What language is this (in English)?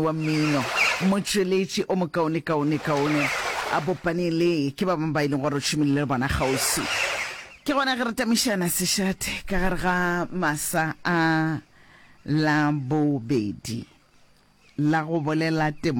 Northern Sotho